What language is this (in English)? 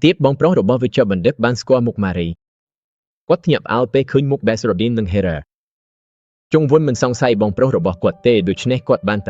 Khmer